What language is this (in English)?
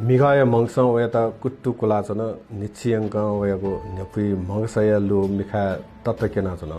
Newari